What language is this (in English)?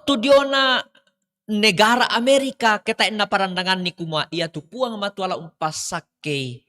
Toraja-Sa'dan